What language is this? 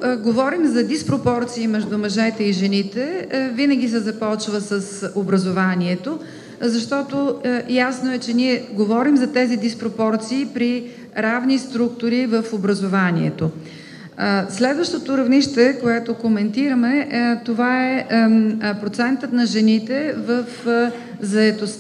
Bulgarian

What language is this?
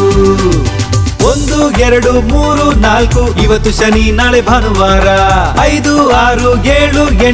Kannada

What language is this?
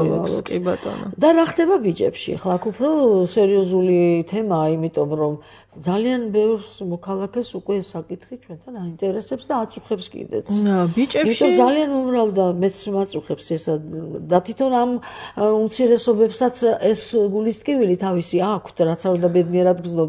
Georgian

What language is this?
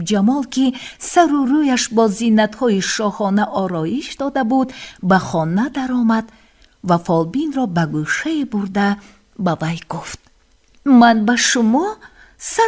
Tajik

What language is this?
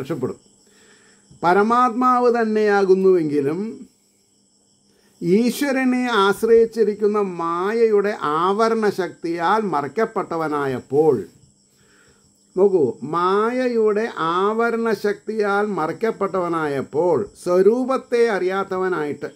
Malayalam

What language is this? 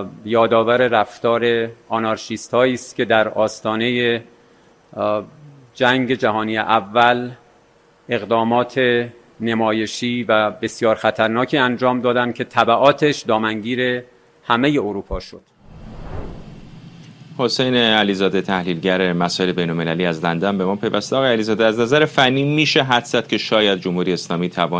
Persian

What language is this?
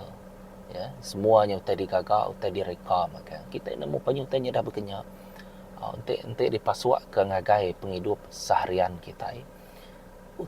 Iban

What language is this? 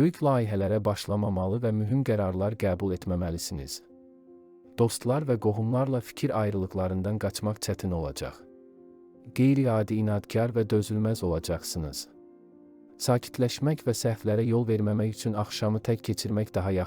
Azerbaijani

